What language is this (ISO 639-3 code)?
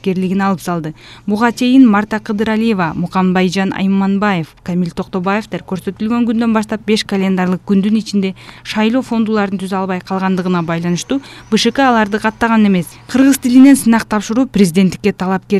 kir